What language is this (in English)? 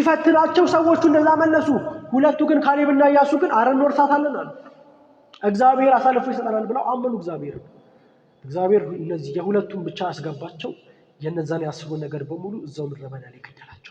Amharic